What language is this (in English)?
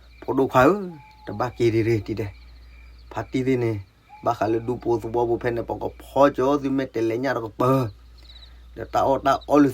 S'gaw Karen